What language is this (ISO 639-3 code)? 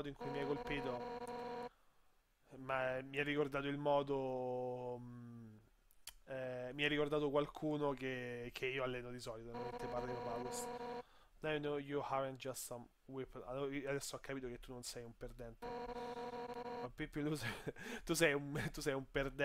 ita